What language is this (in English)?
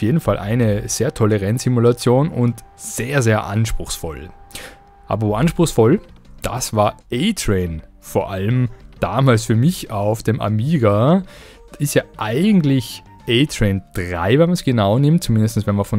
German